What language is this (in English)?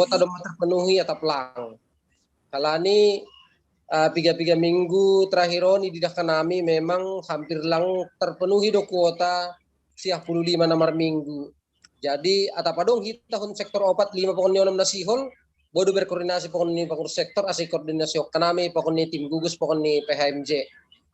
Batak Simalungun